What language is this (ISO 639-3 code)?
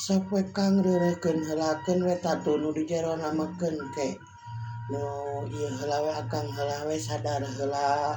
sun